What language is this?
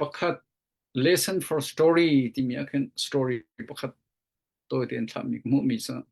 Hakha Chin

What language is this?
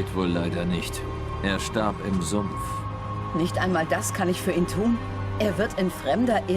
Swiss German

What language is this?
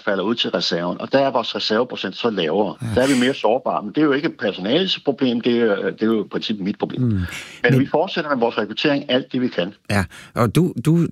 Danish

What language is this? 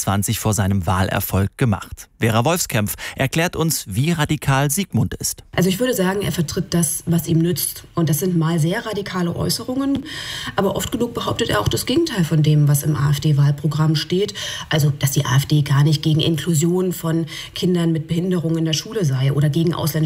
German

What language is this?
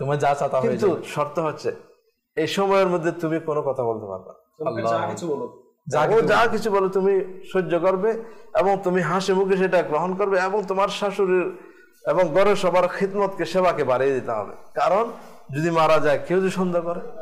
Bangla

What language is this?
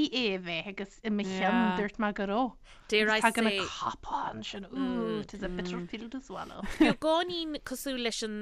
Irish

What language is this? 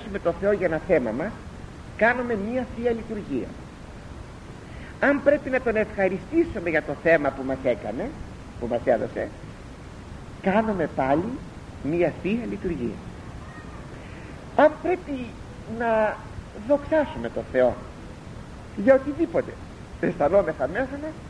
Greek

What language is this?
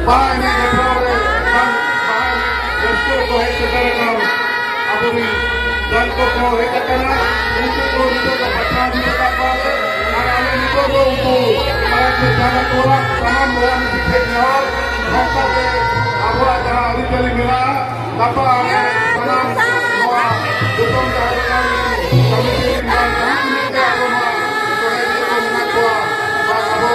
Santali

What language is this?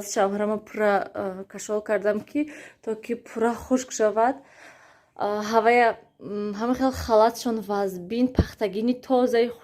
Tajik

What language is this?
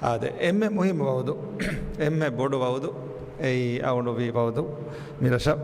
Divehi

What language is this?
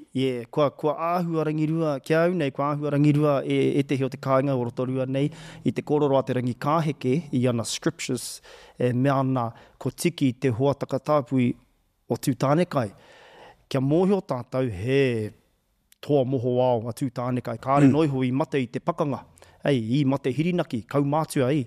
Māori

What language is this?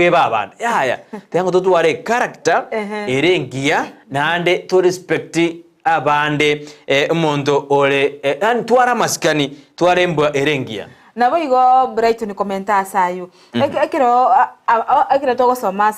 Gusii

